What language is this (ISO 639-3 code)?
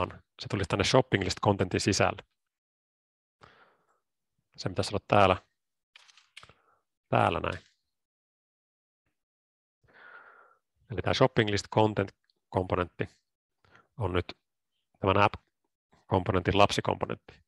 fin